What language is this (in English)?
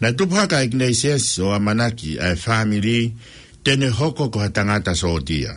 Tongan